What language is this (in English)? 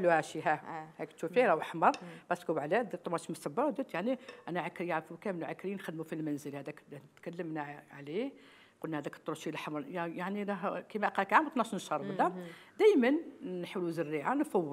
Algerian Arabic